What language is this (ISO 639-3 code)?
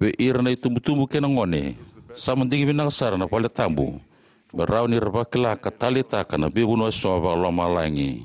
fij